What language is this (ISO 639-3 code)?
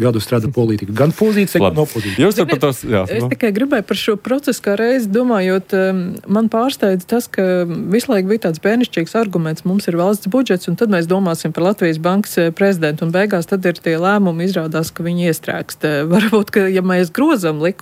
lav